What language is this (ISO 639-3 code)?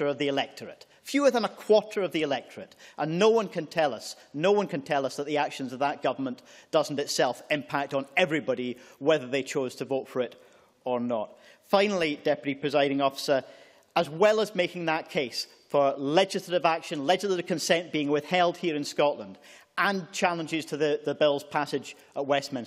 eng